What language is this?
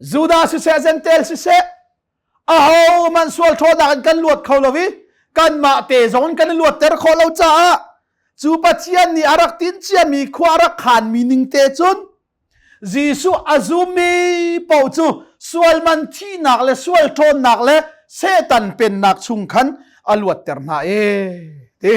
Hakha Chin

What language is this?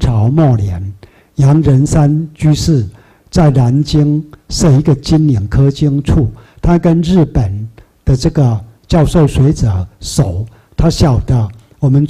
Chinese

